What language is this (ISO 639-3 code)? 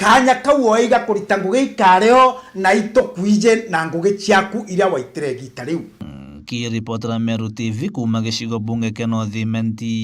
mer